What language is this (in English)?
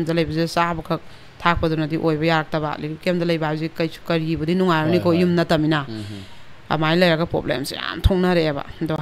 Manipuri